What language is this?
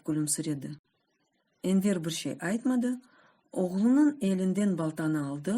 Crimean Tatar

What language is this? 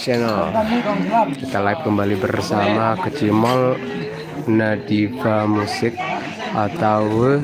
Sasak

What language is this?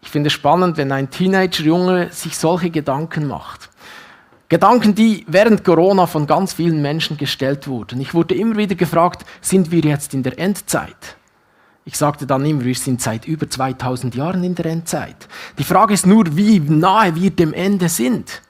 Swiss German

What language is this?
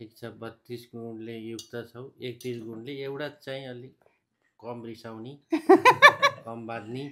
Nepali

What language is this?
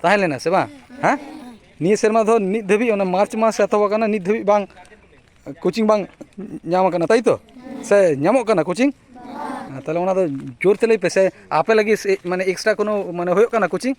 Santali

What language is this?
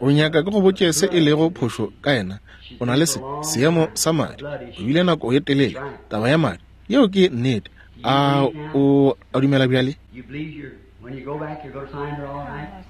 Northern Sotho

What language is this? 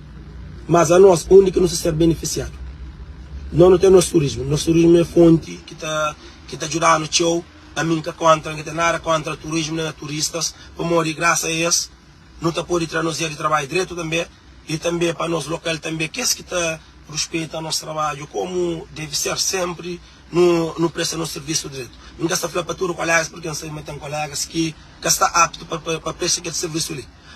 Kabuverdianu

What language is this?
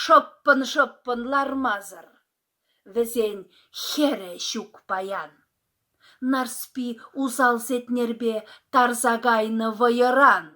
Chuvash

